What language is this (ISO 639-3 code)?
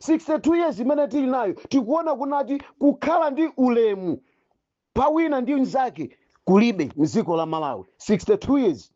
nya